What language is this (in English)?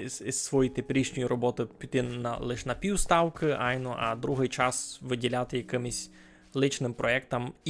Rusyn